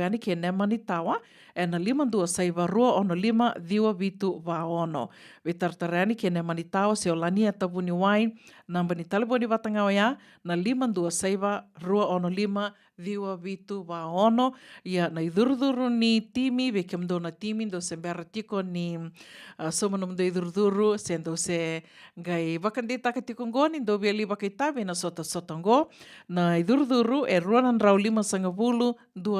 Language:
Fijian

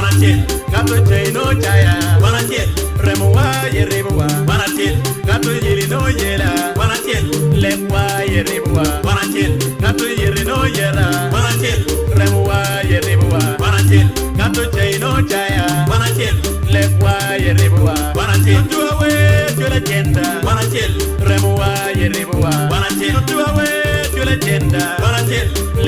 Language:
Acoli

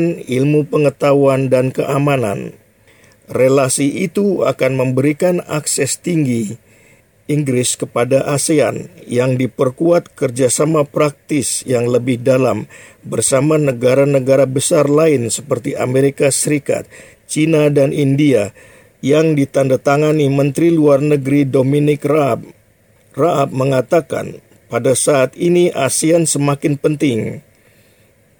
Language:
Indonesian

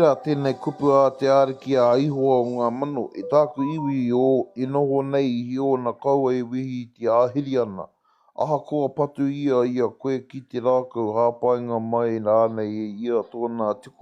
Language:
Māori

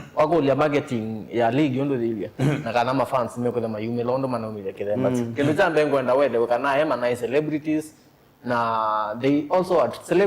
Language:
Kamba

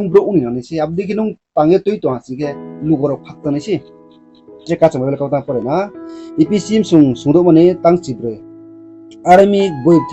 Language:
Riang (India)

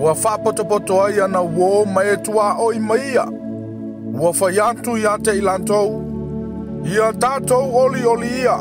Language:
Samoan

